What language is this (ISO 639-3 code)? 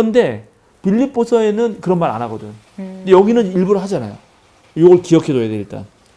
kor